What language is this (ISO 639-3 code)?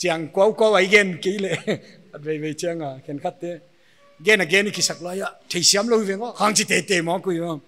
pck